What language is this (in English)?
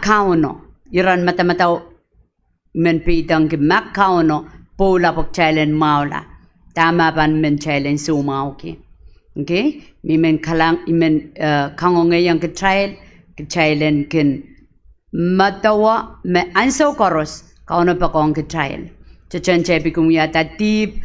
Pohnpeian